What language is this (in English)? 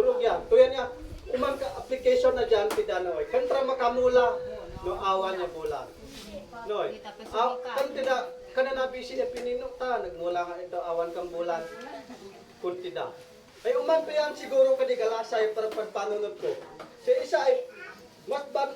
Isnag